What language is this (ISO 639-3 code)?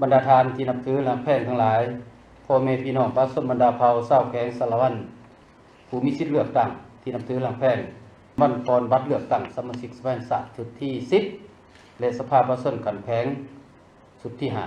lao